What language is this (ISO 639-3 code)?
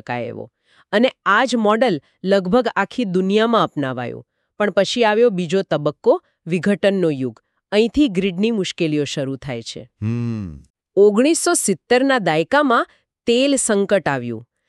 guj